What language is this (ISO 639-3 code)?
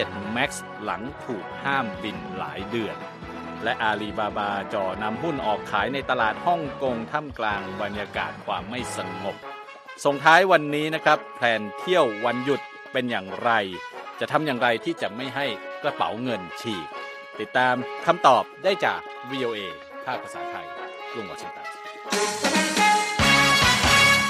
tha